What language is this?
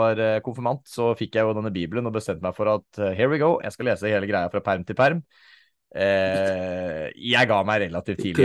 Norwegian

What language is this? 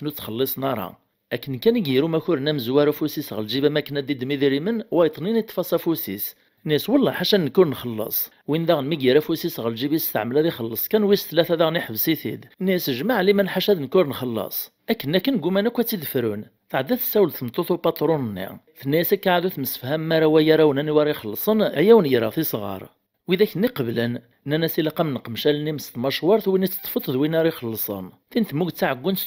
Kabyle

